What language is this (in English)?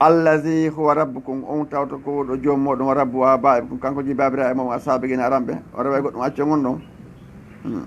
Fula